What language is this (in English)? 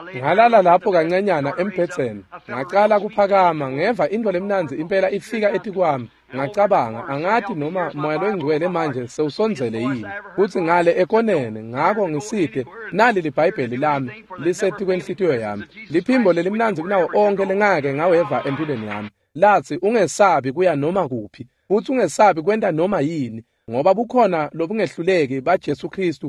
Swati